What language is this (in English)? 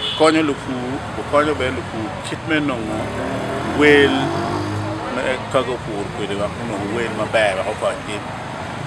Acoli